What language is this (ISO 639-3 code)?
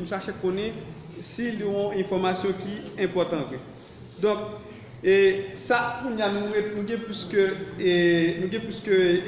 hat